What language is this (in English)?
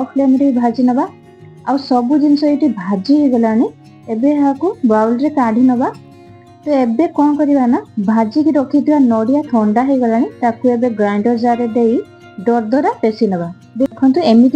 Odia